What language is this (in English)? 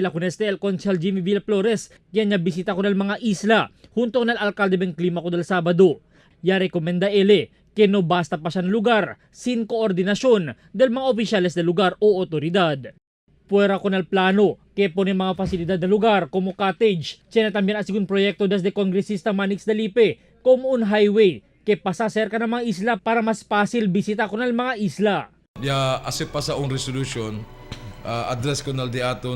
Chavacano